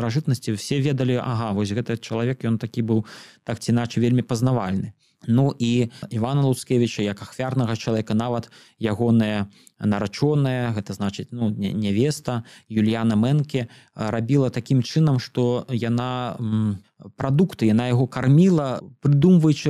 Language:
Belarusian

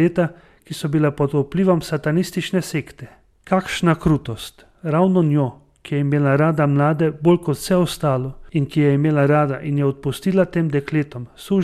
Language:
Slovenian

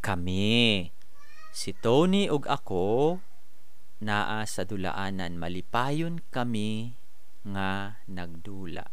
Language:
Cebuano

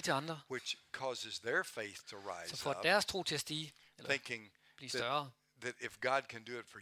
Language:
Danish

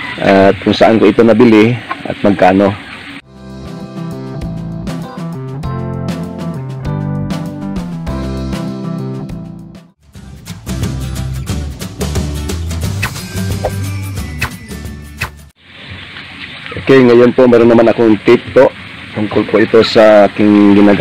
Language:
Filipino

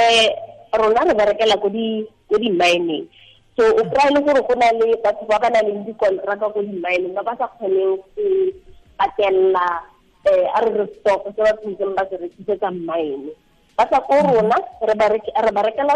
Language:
Tswana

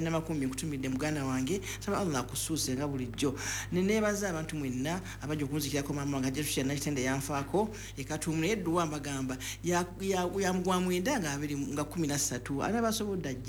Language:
Ganda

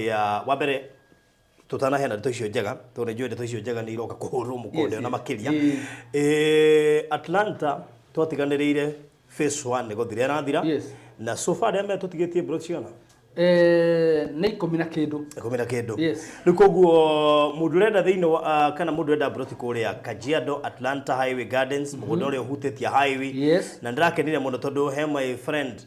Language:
Kikuyu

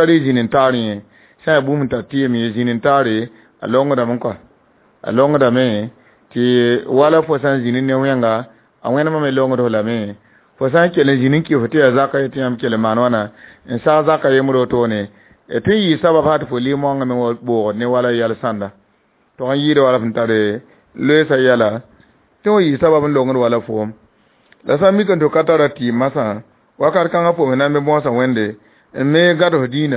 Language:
Mossi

